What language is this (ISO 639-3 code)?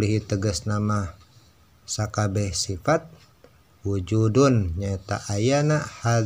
sun